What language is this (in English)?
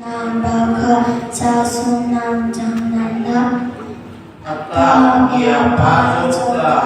Mara Chin